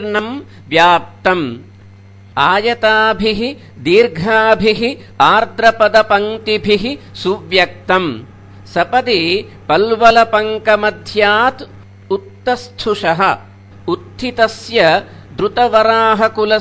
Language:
Sanskrit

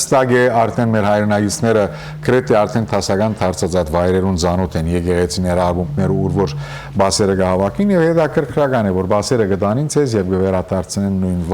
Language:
Western Armenian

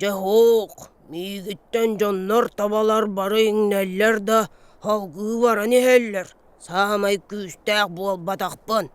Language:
Yakut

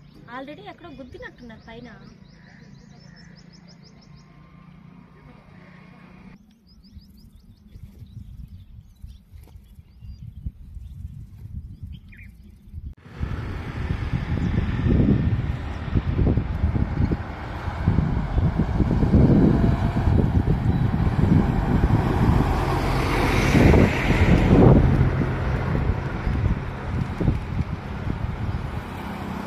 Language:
Telugu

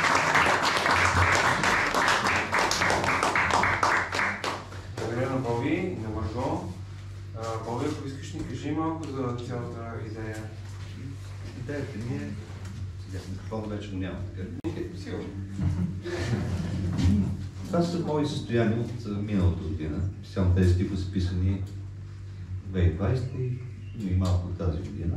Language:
Bulgarian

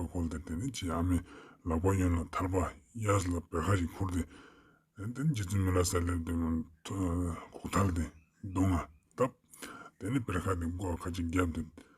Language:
Ladakhi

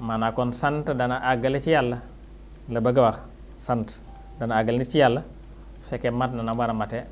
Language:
Wolof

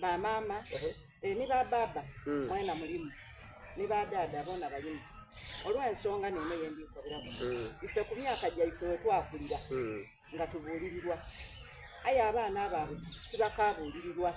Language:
Soga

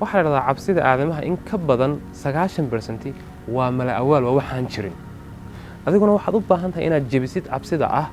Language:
Somali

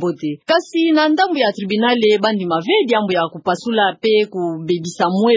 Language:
Kituba (Democratic Republic of Congo)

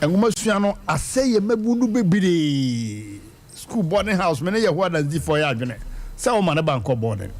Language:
Akan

